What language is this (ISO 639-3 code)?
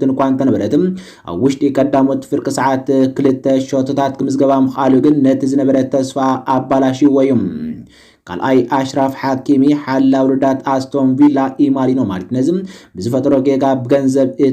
tir